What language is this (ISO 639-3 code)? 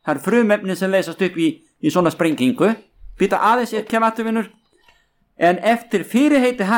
isl